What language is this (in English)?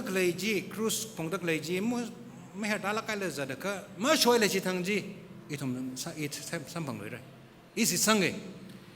Tangkhul Naga (India)